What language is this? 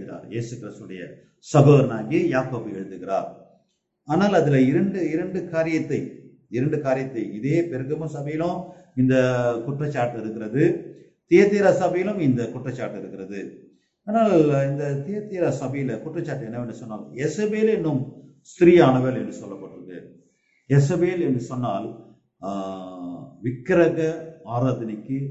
Tamil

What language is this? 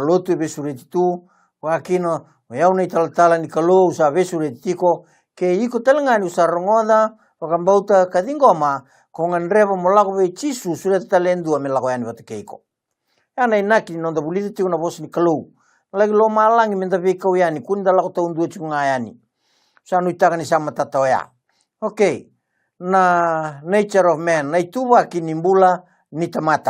Fijian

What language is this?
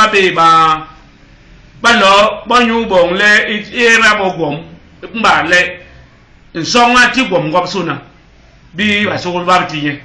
Basaa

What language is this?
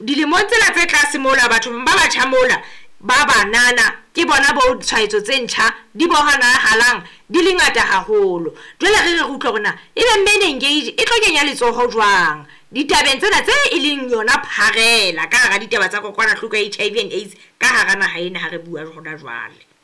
Southern Sotho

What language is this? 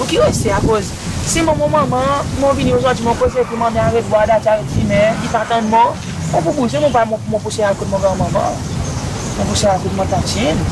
Seselwa Creole French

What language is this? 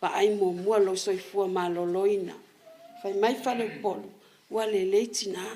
Samoan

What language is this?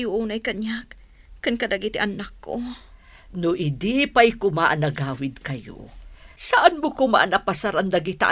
Iloko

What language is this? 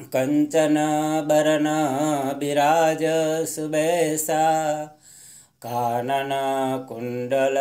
Sanskrit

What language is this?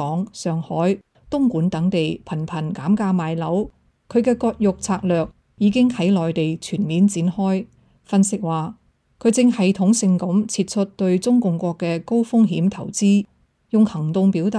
Cantonese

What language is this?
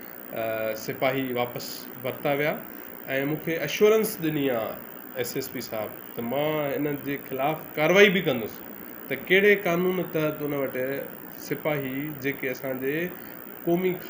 Sindhi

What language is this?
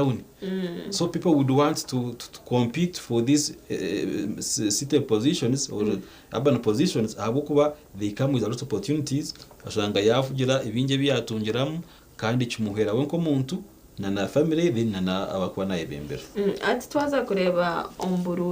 Nyankole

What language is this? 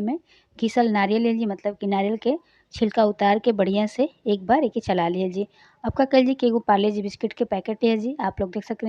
Bhojpuri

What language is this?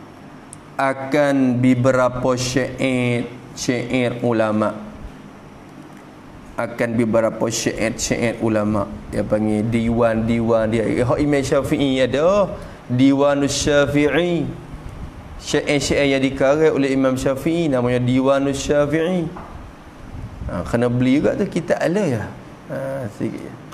Malay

